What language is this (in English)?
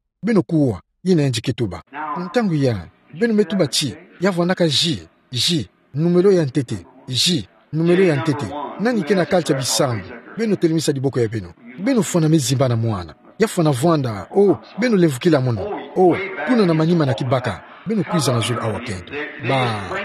Kituba (Democratic Republic of Congo)